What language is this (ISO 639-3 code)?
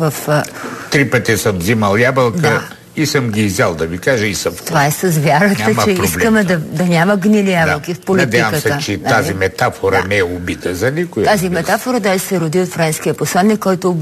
bul